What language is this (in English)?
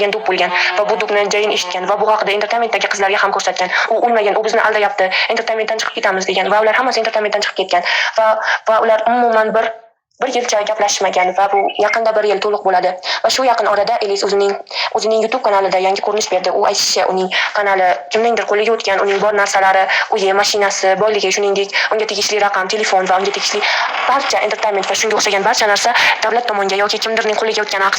Uzbek